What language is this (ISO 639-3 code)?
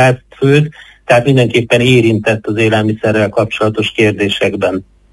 hun